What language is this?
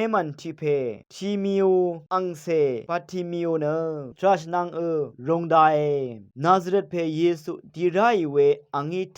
Rawang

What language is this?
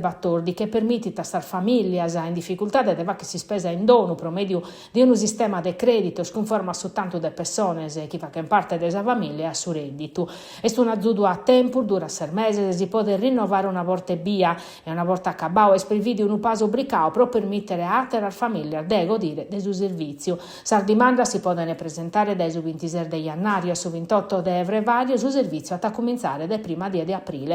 Sardinian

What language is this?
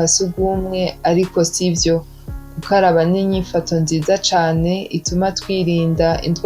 Rundi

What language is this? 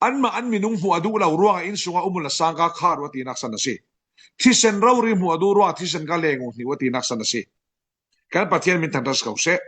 Falam Chin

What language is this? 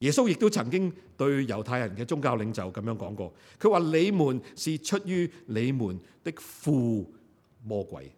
Cantonese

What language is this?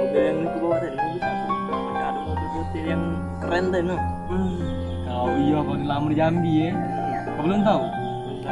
Musi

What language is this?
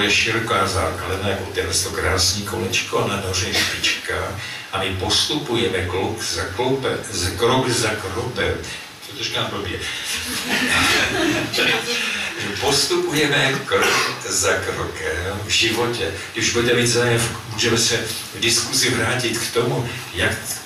Czech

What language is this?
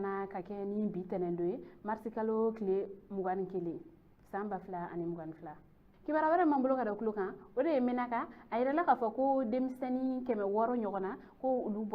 Bambara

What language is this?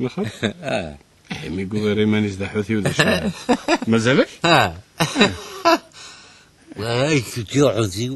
Kabyle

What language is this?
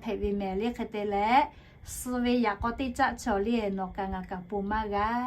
Lahu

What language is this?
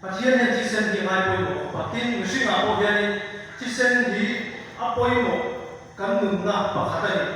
Mizo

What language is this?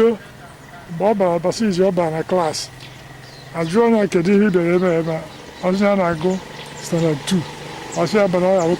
Igbo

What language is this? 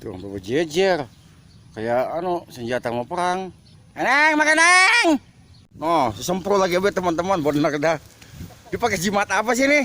Betawi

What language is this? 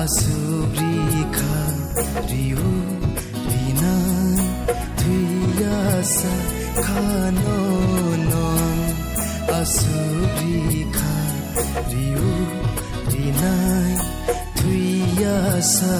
Kok Borok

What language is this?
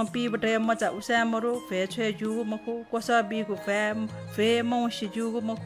Newari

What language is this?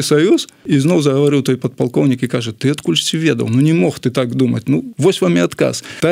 Belarusian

